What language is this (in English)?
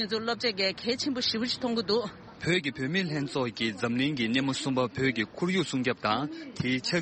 Tibetan